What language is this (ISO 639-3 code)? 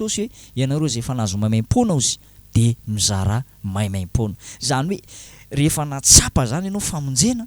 mlg